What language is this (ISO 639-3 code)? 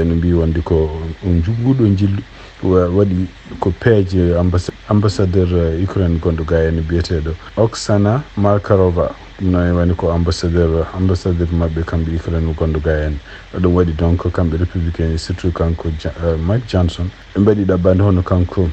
ful